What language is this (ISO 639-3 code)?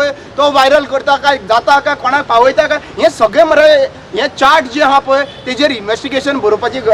kok